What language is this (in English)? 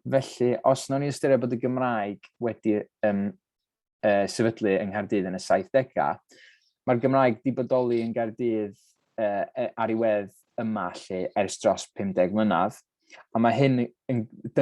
Welsh